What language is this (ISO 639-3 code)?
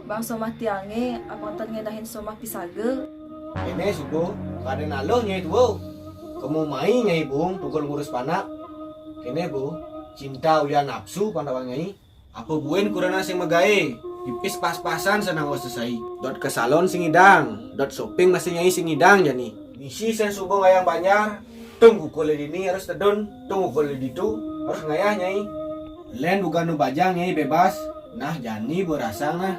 ban